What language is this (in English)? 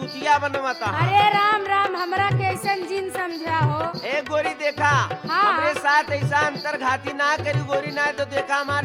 Bhojpuri